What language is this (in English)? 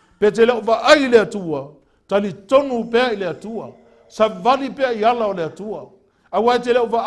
Samoan